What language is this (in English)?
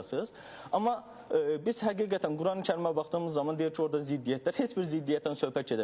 Azerbaijani